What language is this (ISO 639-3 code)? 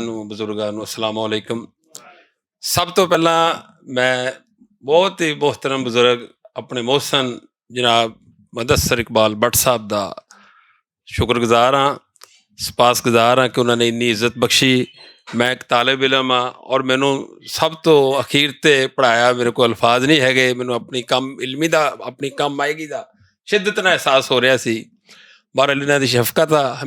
lah